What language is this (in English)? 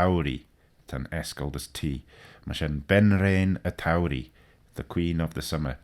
Manx